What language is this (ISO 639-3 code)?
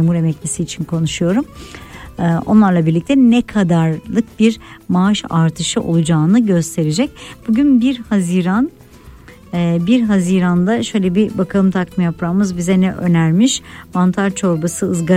tur